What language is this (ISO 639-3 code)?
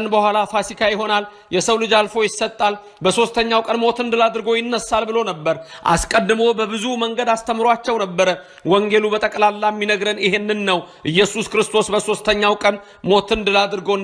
amh